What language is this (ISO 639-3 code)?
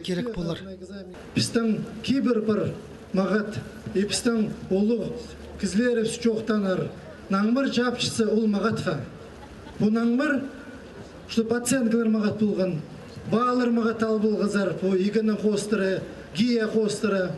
kjh